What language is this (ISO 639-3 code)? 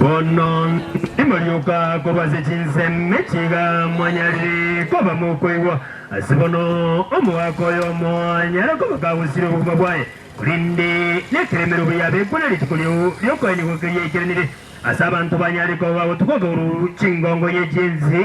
guz